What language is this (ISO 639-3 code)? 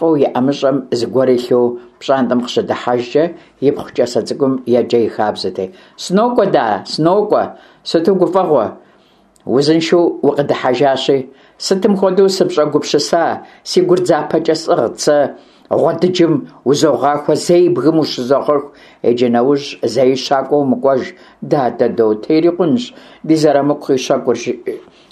kbd